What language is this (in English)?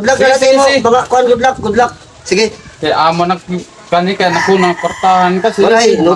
Waray